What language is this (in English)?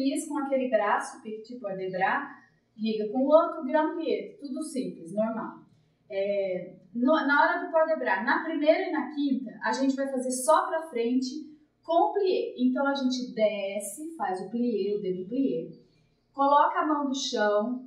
Portuguese